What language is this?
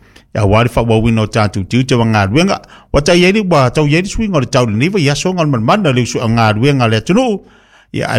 Samoan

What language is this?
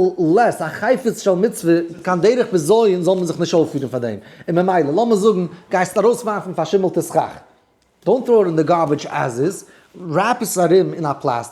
Yiddish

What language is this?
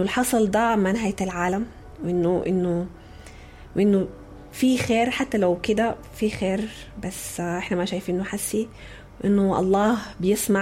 Sudanese Arabic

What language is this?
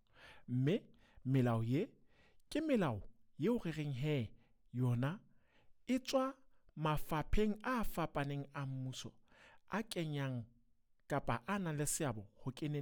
Southern Sotho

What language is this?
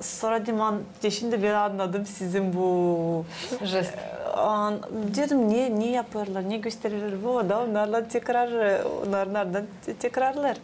Gagauz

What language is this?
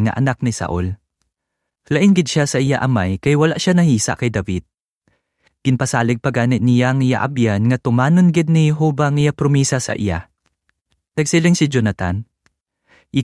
Hiligaynon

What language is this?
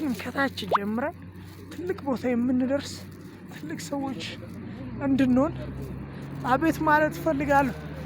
Amharic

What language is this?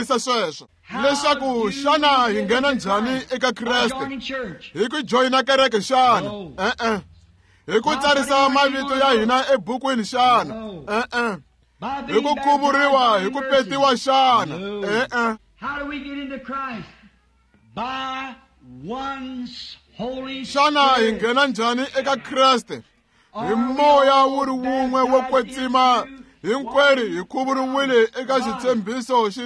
Tsonga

